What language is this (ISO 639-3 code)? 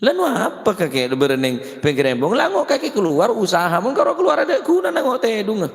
mad